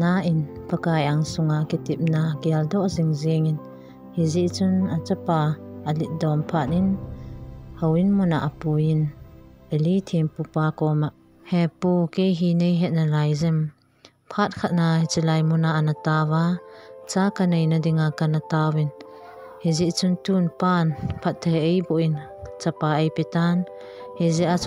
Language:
Thado Chin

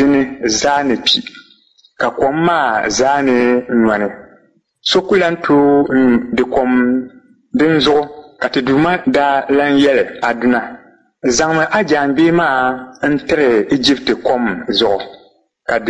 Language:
Dagbani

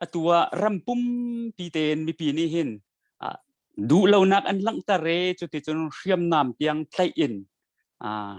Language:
Hakha Chin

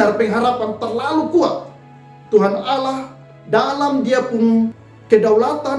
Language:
Kupang Malay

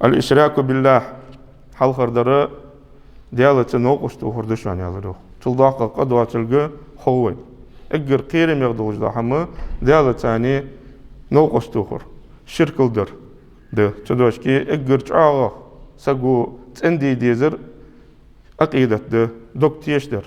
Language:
Ingush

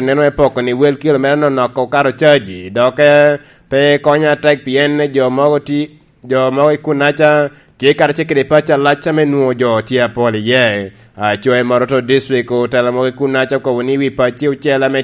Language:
Lango (Uganda)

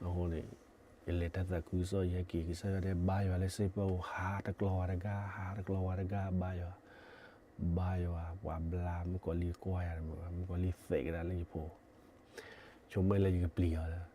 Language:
S'gaw Karen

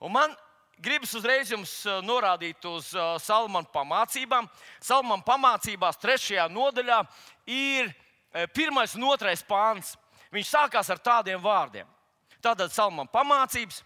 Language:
Latvian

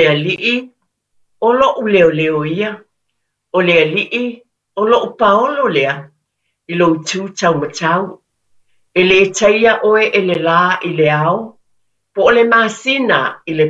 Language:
Samoan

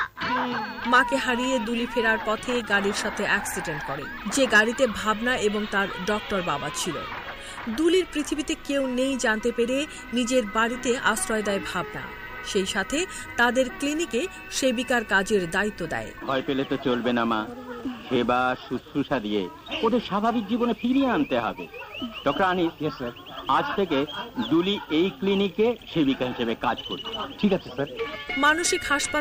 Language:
Bangla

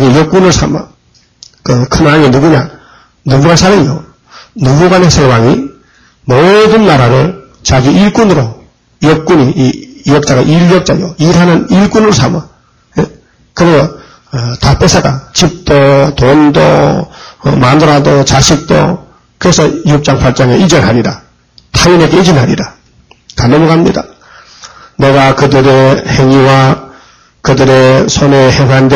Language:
Korean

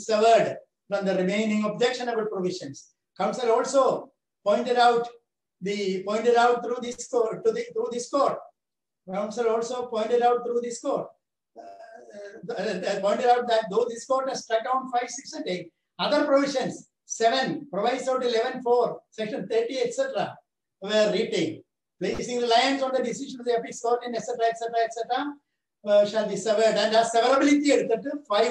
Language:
English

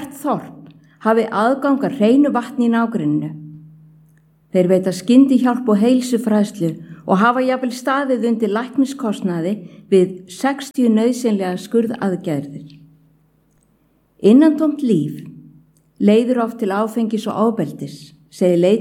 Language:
Icelandic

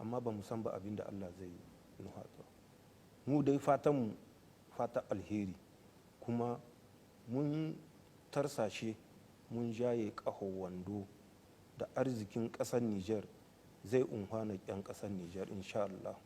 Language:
Hausa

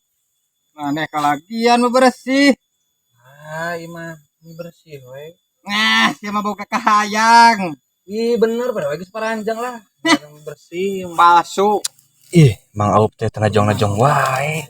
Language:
Sundanese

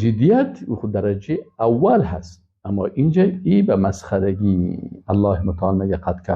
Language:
Persian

